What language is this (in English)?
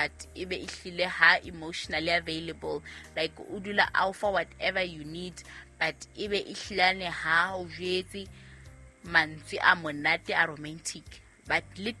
Southern Sotho